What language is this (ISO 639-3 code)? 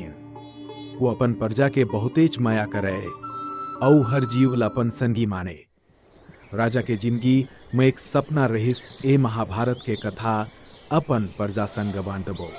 hne